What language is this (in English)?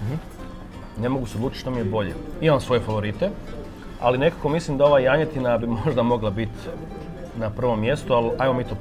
Croatian